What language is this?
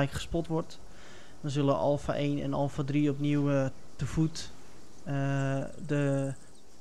Dutch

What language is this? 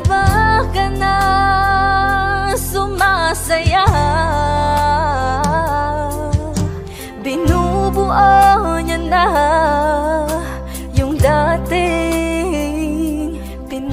Filipino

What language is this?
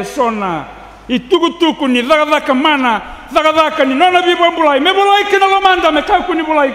Fijian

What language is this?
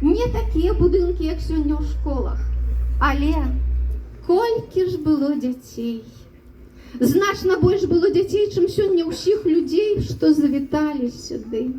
Belarusian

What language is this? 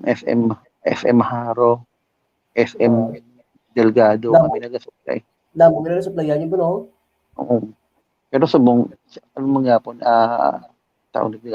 Hiligaynon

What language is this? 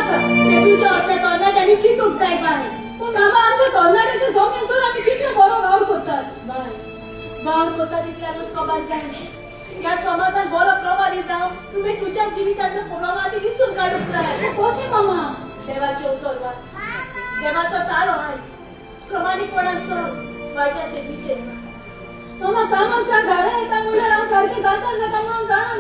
Konkani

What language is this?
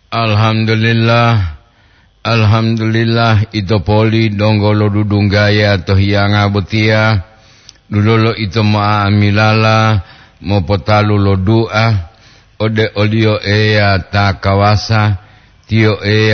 Gorontalo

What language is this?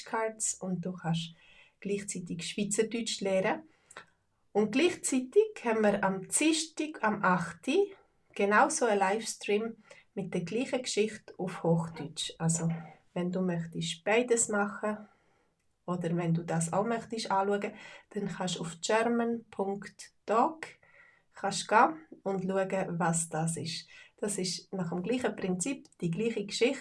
Swiss German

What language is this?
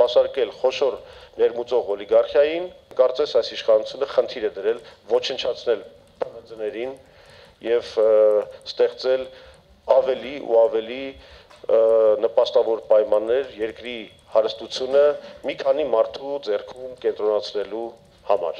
Armenian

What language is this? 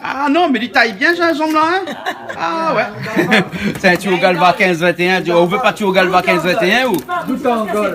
Réunion Creole French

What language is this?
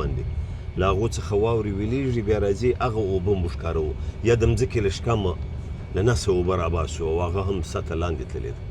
Pashto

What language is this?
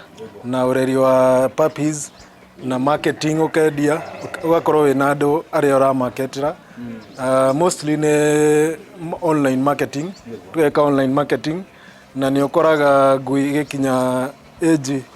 Kikuyu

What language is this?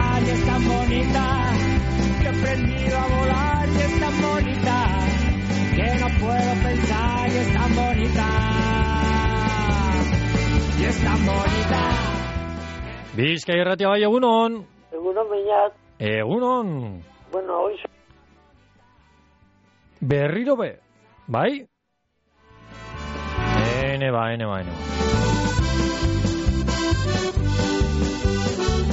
Basque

